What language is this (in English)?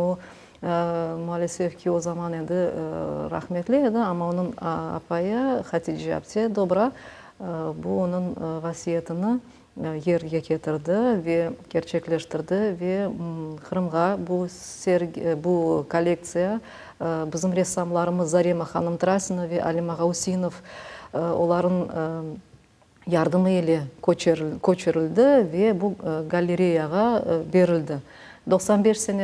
Crimean Tatar